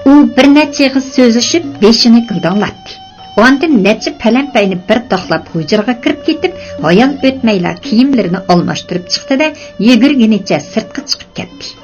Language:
Uyghur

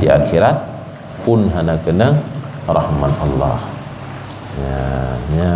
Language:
Achinese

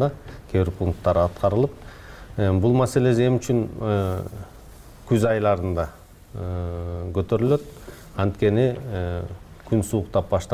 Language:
Kyrgyz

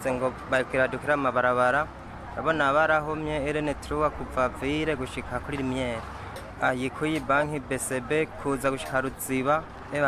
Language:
Rundi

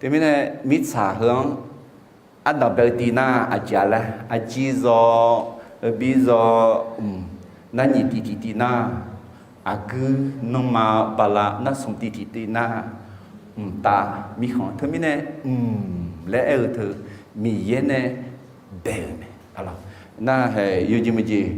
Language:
Akha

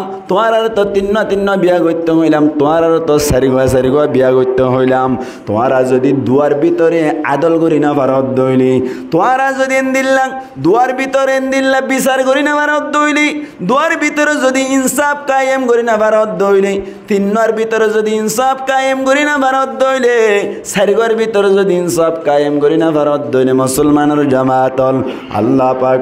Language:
Rohingya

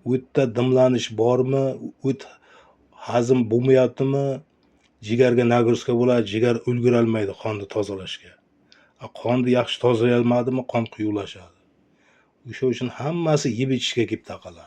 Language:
Uzbek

